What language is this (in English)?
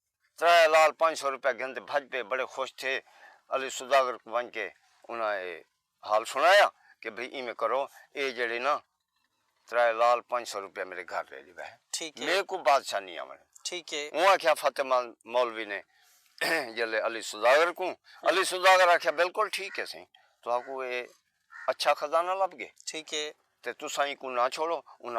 Saraiki